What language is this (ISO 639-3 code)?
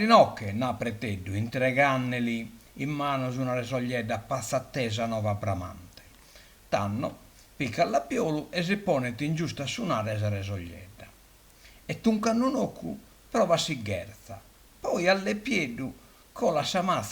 srd